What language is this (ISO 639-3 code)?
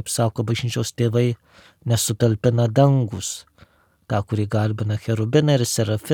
lit